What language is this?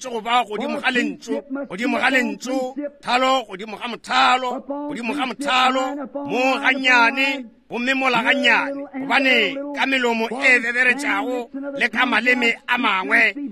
Northern Sotho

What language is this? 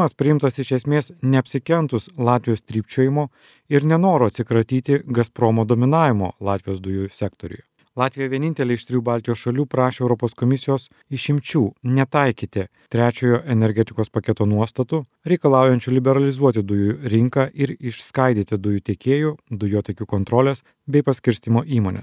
Lithuanian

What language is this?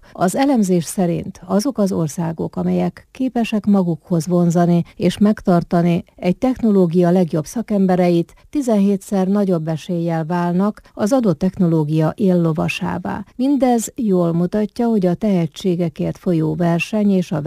Hungarian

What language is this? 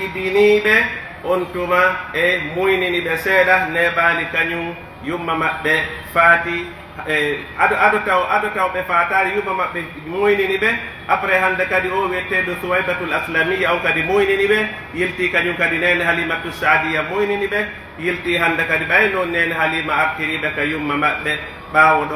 Pular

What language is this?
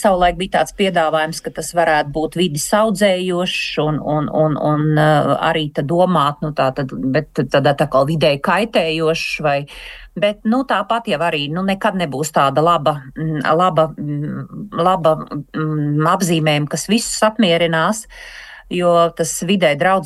Latvian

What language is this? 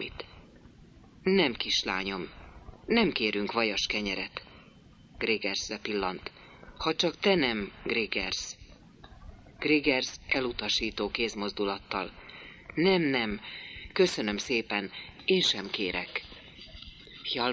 Hungarian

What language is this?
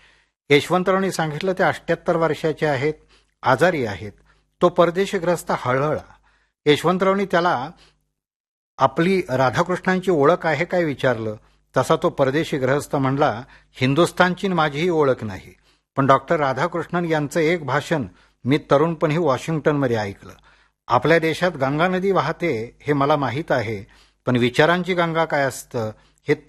Marathi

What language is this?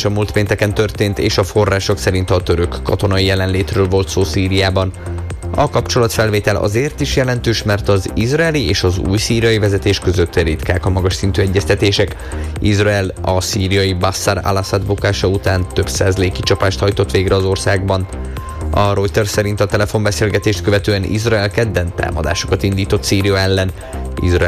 Hungarian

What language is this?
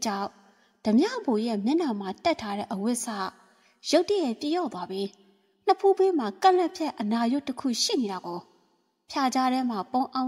Burmese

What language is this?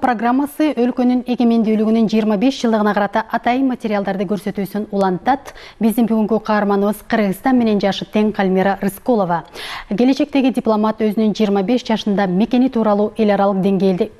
Kyrgyz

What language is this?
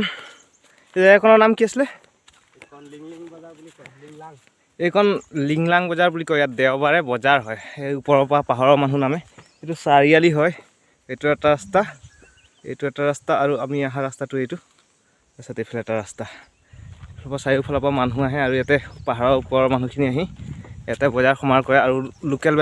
Assamese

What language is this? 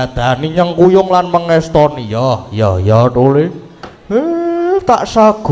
Javanese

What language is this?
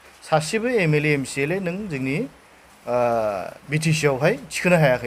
Bodo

